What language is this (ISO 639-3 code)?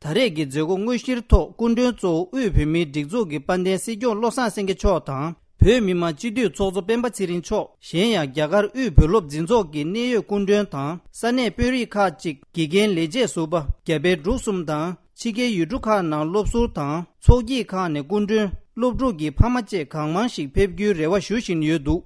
bod